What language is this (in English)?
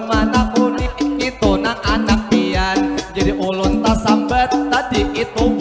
Banjar